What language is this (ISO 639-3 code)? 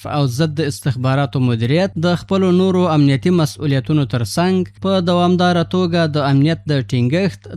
pus